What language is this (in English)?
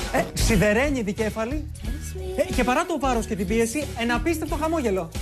Greek